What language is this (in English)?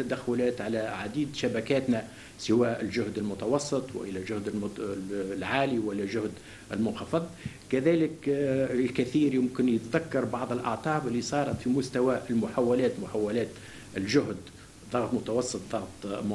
Tunisian Arabic